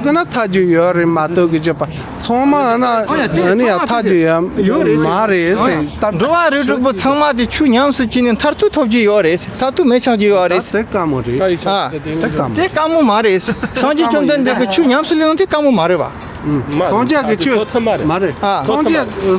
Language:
Tibetan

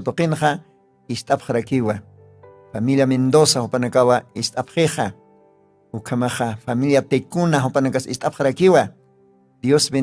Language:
Aymara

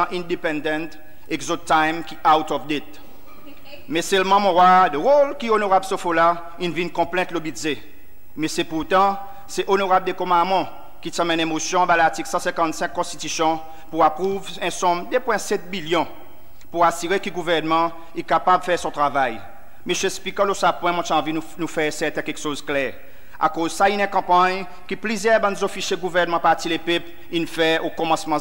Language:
Seselwa Creole French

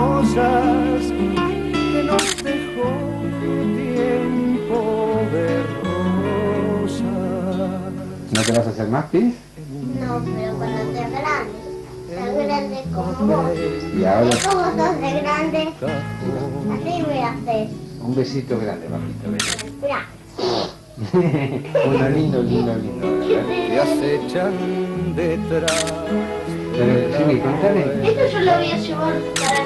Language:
Spanish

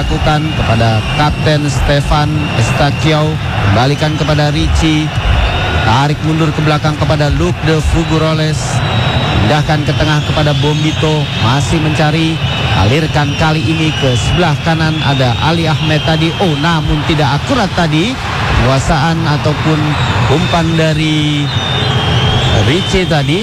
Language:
Indonesian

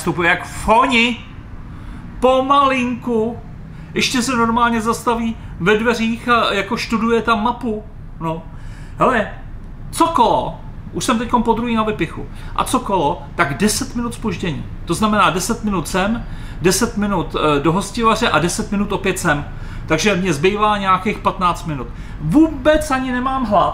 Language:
Czech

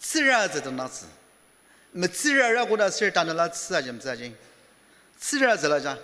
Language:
Ao Naga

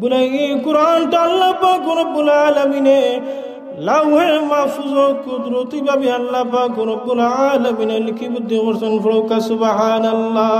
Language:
Sylheti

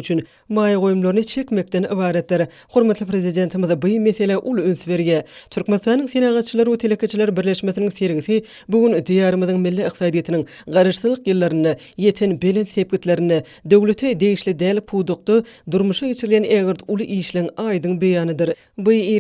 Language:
Turkmen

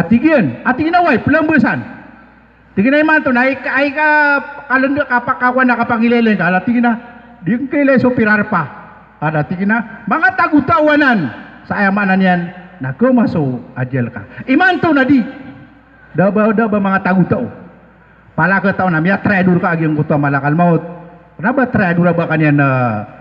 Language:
Maranao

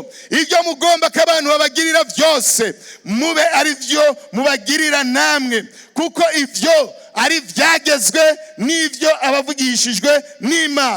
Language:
Rundi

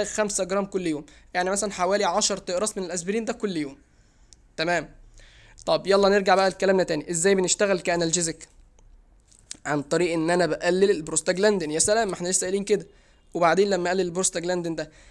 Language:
Egyptian Arabic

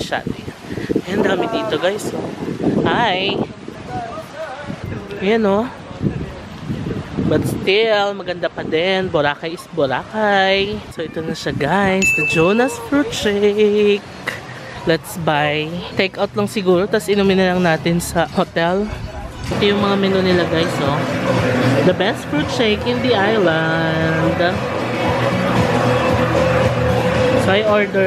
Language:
Filipino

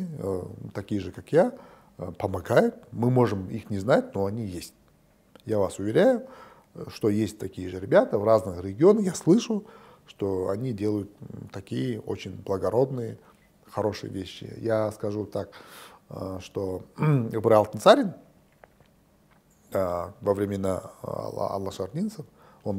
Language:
Russian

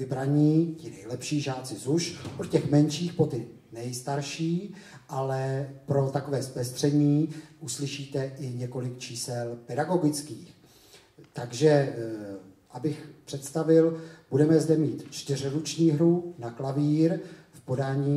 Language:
Czech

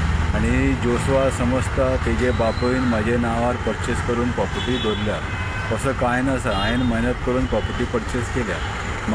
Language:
Konkani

